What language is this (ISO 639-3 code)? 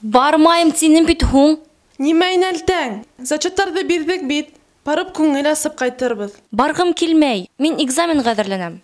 bak